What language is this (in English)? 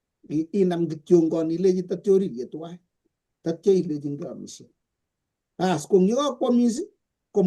Kalenjin